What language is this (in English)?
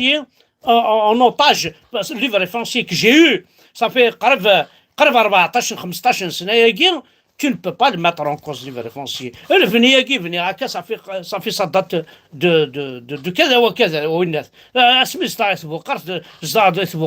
Kabyle